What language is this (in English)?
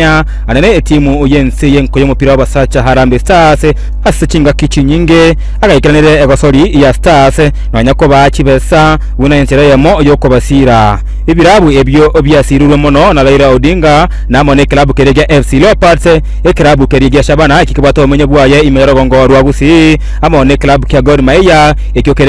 Gusii